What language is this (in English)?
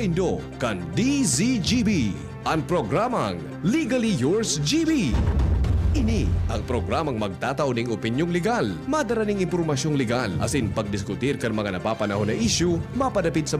Bikol